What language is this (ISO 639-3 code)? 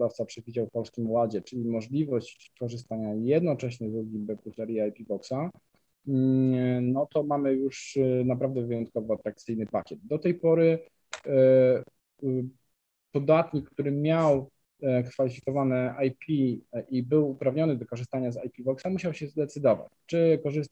pol